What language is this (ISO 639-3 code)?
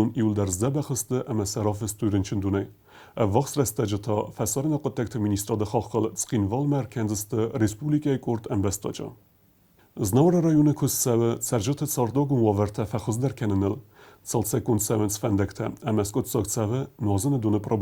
oss